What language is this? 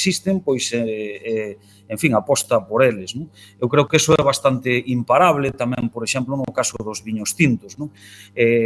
Galician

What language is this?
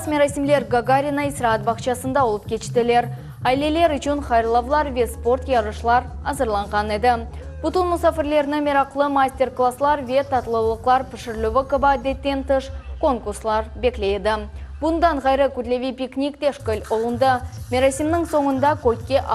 Crimean Tatar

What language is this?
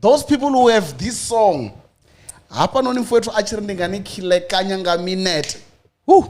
Venda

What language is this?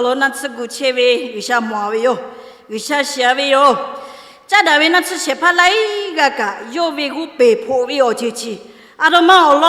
Lahu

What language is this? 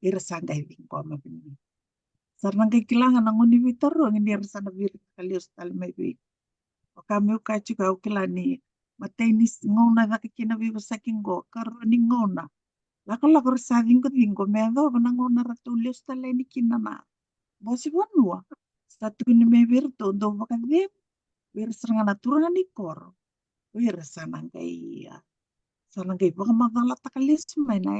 Fijian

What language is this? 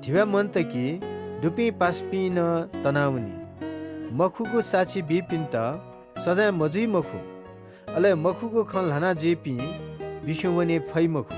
Newari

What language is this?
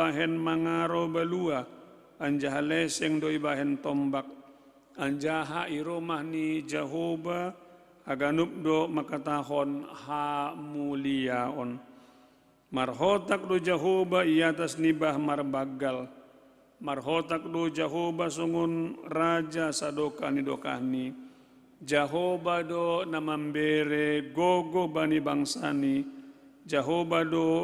Batak Simalungun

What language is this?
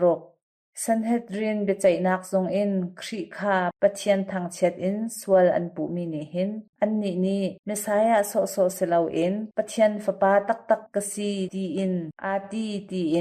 Hakha Chin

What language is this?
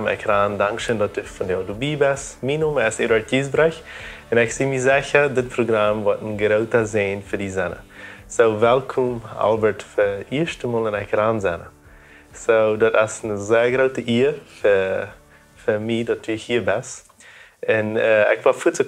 Plautdietsch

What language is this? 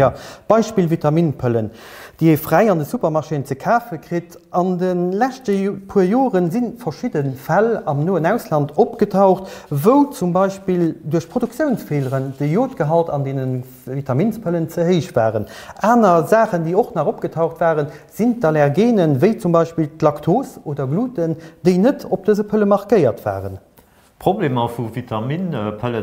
Luxembourgish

